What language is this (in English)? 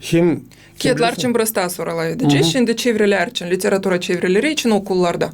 Gagauz